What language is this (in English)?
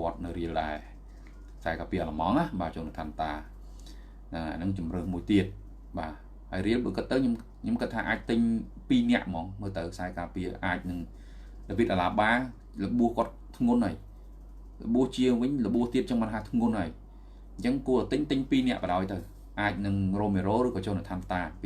Khmer